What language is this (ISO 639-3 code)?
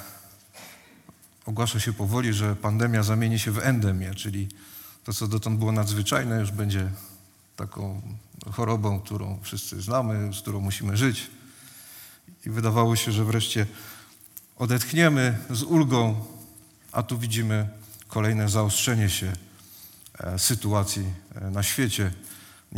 pol